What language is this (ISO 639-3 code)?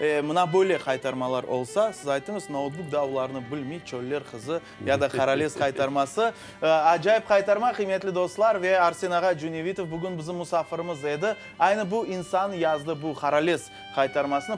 crh